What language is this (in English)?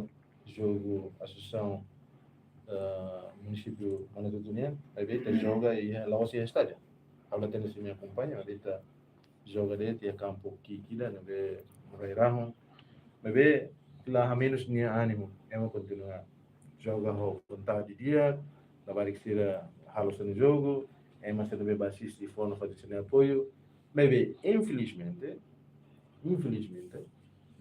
Tetum